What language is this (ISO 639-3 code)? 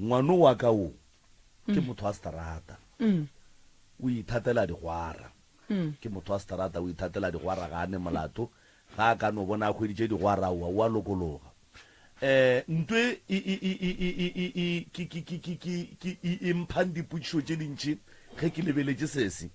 nso